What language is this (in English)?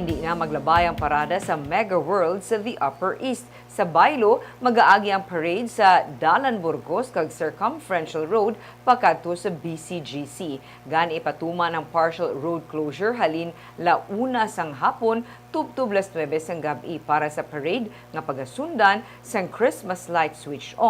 Hiligaynon